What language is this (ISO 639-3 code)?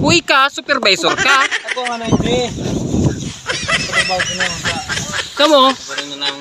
bik